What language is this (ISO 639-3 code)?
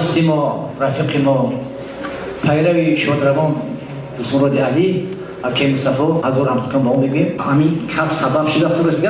tgk